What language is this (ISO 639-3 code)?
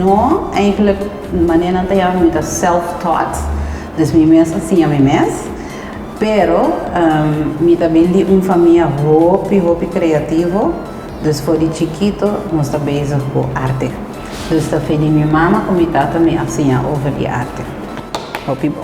pap